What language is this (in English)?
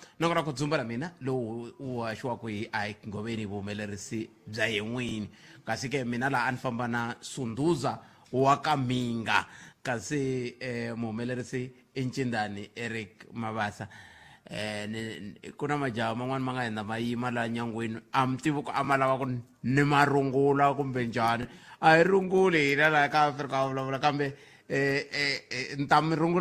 Tsonga